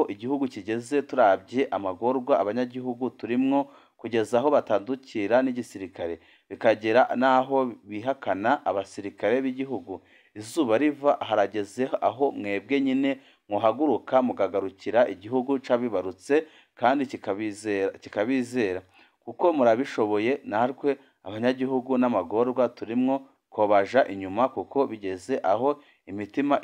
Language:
Rundi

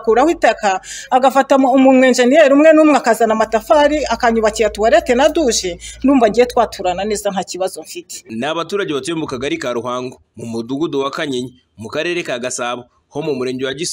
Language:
Kinyarwanda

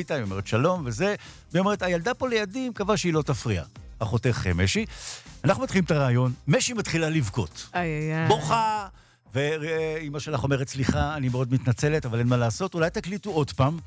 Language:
Hebrew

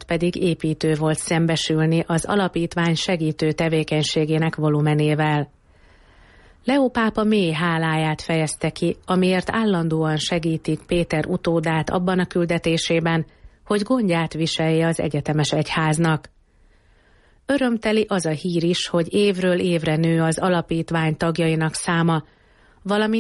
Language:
Hungarian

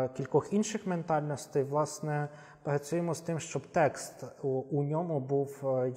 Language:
Ukrainian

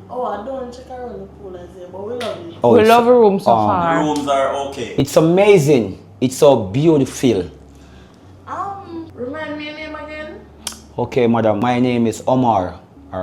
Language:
Jamaican Creole English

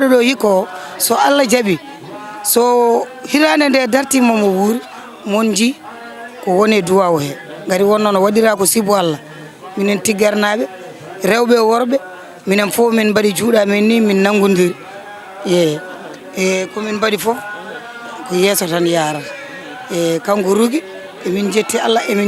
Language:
Fula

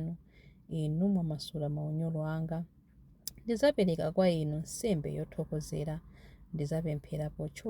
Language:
Nyanja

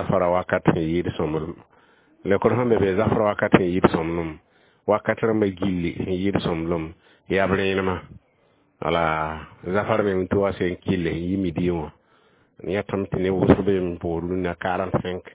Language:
Mossi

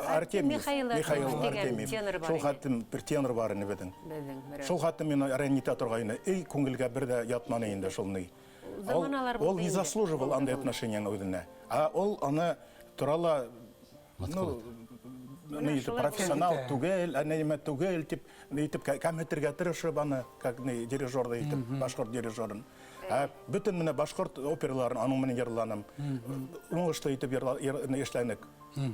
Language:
Bashkir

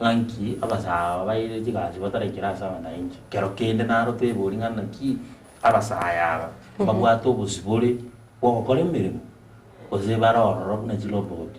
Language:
Gusii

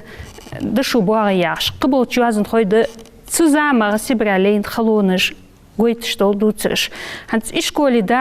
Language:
Ingush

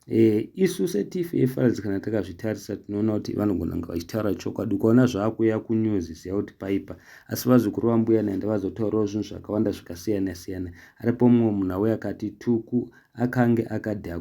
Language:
Shona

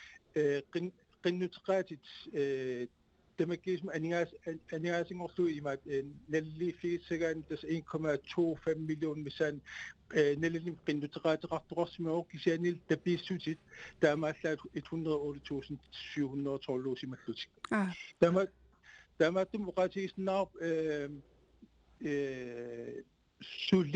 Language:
Kalaallisut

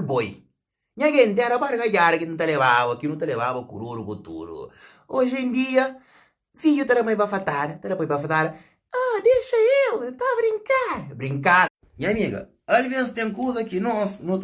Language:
Kabuverdianu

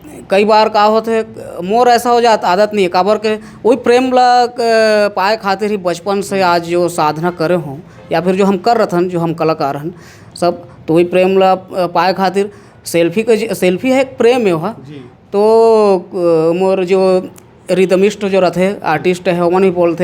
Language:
Chhattisgarhi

